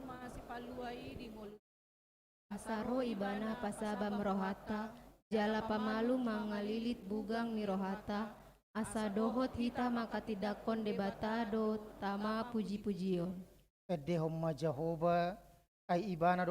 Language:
Batak Toba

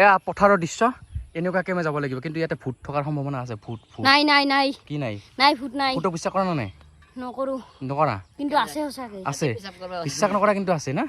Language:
Assamese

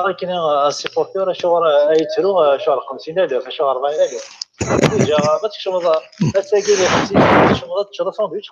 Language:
Kabyle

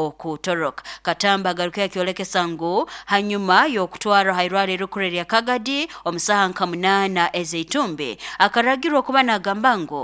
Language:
Nyoro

